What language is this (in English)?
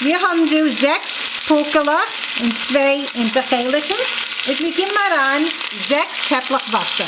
Yiddish